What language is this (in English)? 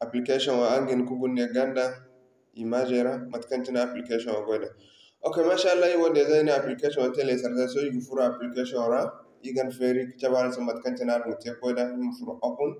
Zarma